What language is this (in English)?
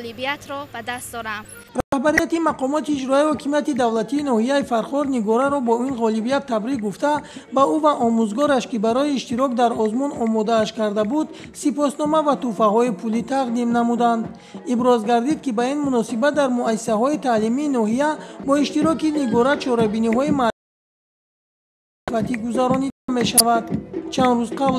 Tajik